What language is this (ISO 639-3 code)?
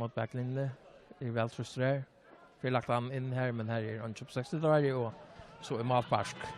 fao